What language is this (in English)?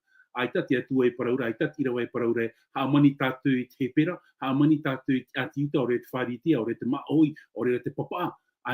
Tahitian